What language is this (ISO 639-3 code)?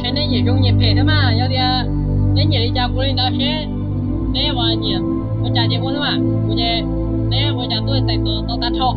hmn